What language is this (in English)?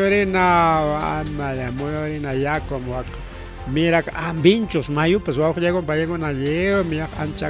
Ayacucho Quechua